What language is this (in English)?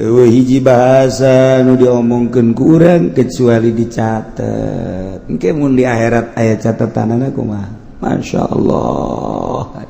Sundanese